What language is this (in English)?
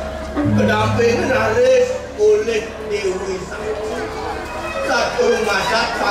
Balinese